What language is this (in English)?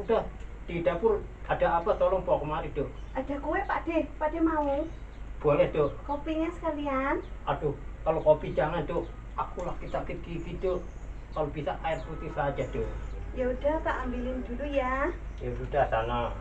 Betawi